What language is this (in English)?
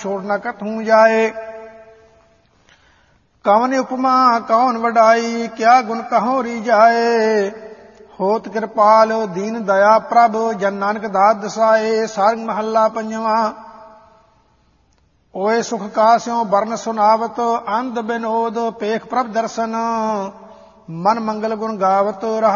Punjabi